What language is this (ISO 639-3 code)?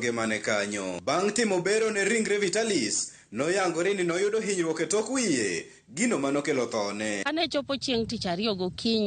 luo